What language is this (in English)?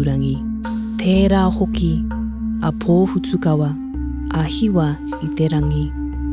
Māori